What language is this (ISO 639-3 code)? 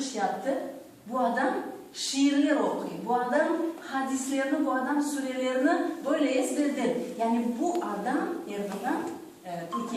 crh